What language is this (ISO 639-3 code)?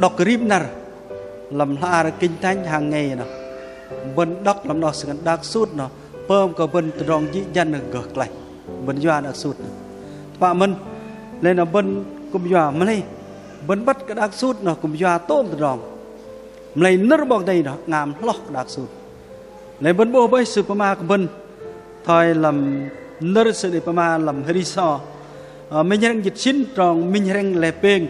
bdq